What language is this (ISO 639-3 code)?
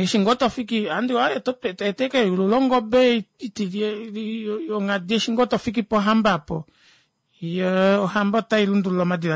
kua